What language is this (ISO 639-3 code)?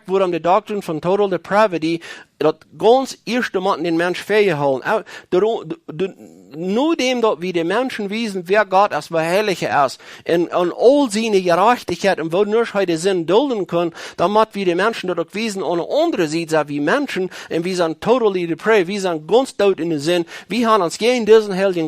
pdt